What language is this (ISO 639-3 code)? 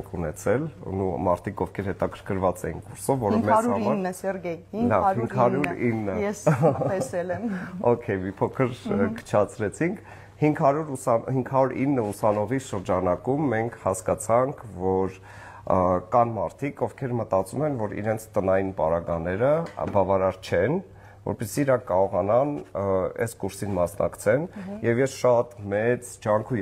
hye